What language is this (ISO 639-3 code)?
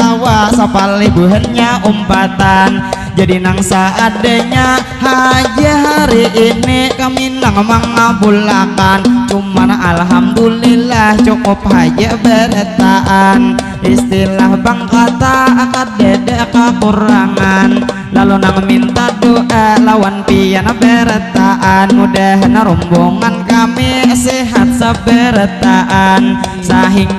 bjn